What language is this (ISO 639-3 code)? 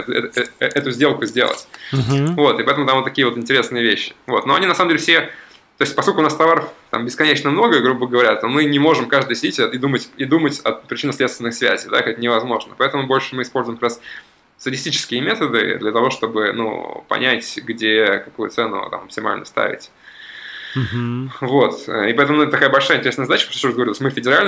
rus